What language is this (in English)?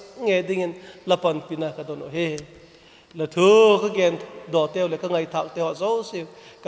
Vaiphei